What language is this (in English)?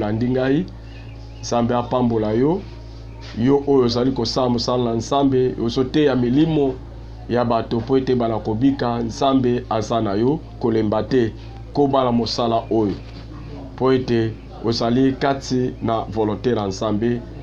Lingala